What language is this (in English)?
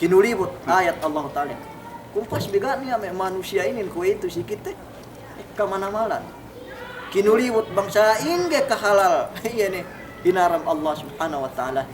Yakan